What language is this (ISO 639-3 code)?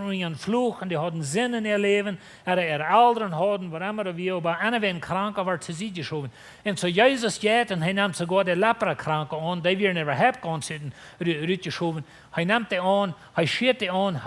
pdt